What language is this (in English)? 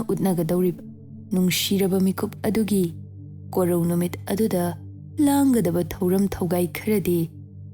Manipuri